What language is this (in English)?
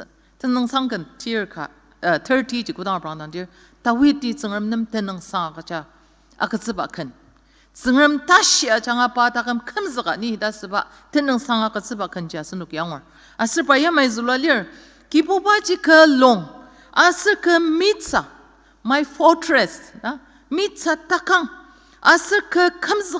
Ao Naga